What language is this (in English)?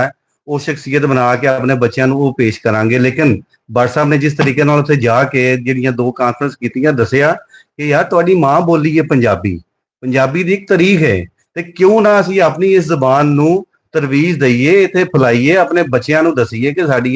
Western Panjabi